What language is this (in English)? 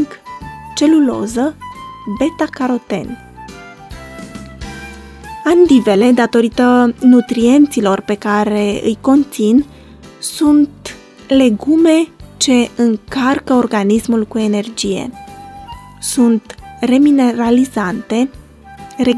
Romanian